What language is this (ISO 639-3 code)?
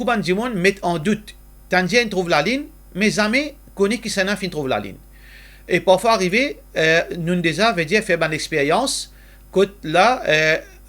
mfe